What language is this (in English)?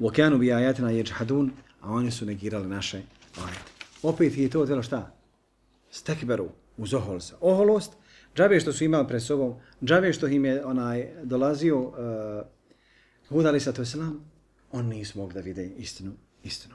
Bosnian